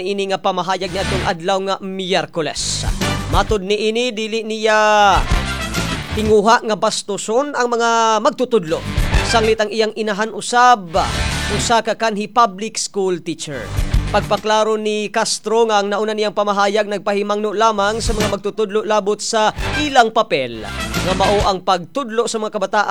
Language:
Cebuano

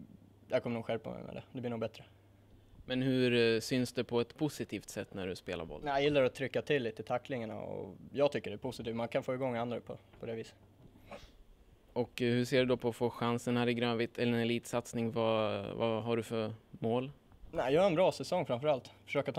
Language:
Swedish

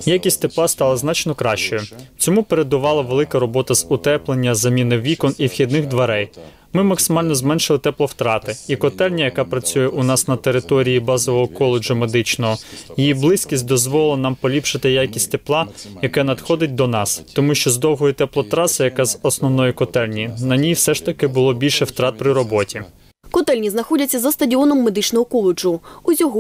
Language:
Ukrainian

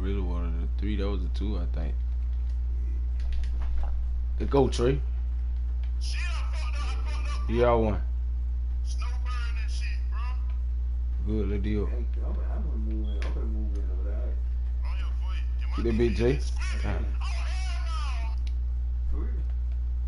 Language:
English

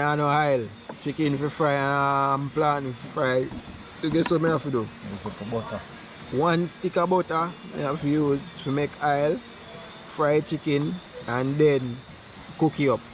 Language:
Jamaican Creole English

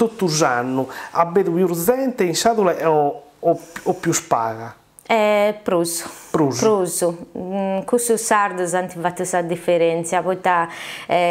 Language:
Sardinian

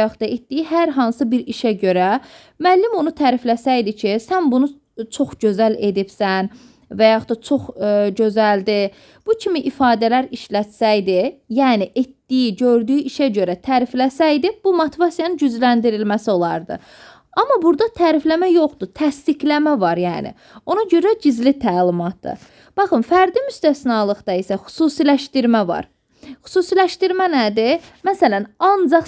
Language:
Azerbaijani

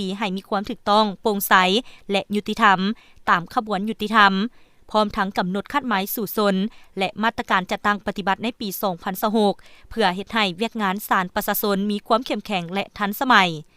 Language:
Lao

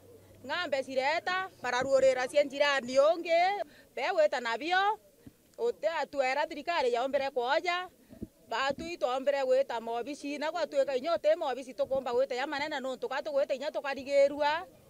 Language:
Meru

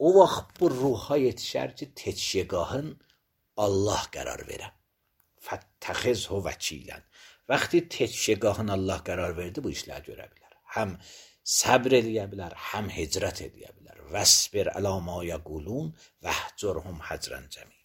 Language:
Azerbaijani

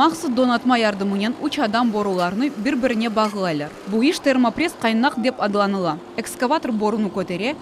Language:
Crimean Tatar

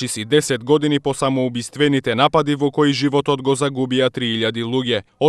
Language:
Macedonian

